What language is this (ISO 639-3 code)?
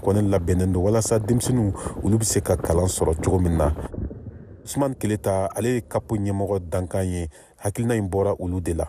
bam